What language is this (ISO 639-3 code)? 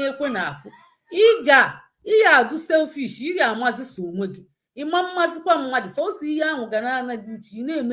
ibo